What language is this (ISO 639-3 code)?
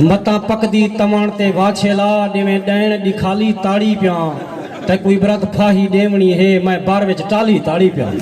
skr